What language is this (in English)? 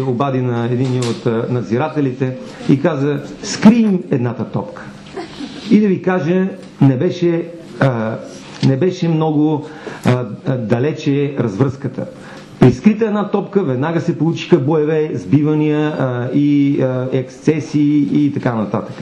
Bulgarian